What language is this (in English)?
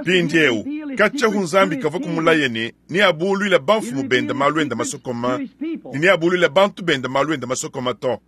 Luba-Lulua